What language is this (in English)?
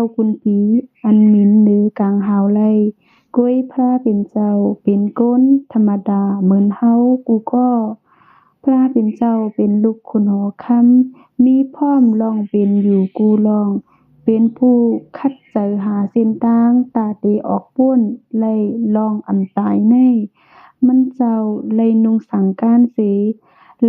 Shan